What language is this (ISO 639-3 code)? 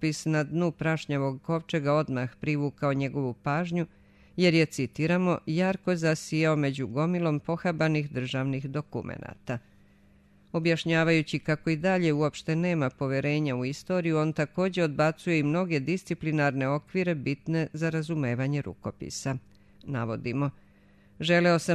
srp